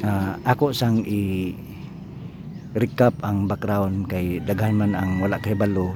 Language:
Cebuano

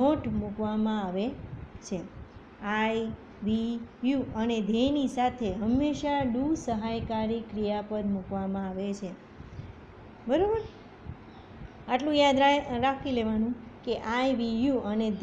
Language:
Gujarati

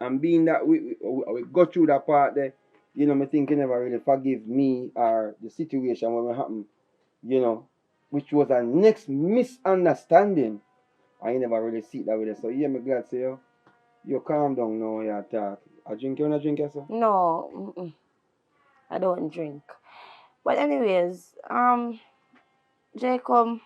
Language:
Jamaican Creole English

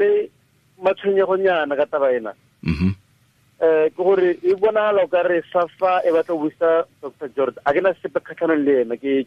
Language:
Tswana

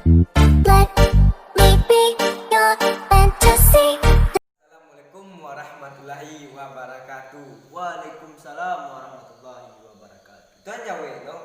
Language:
Minangkabau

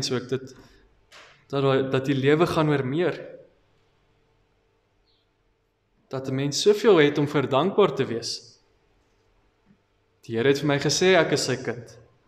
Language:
Afrikaans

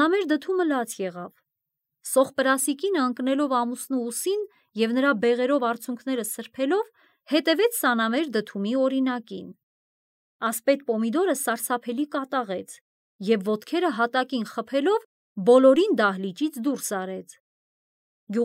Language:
Armenian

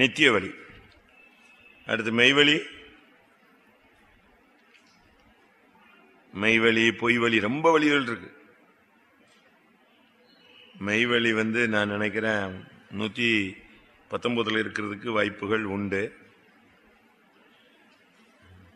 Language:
Tamil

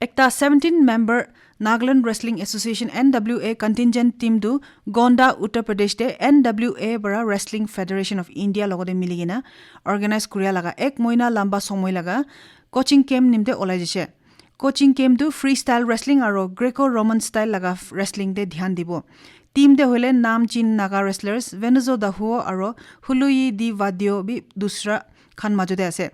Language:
Naga Pidgin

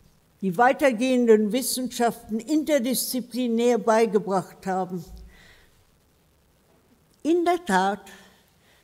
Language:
German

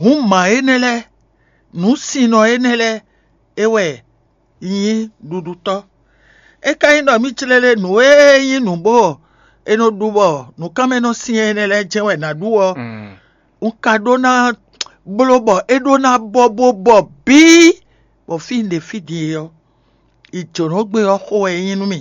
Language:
Fon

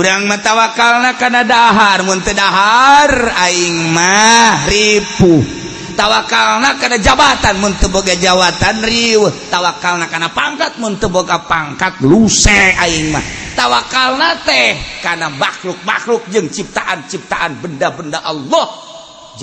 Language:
Sundanese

